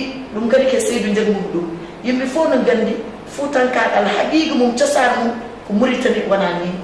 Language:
Fula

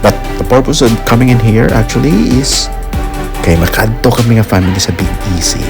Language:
Hiligaynon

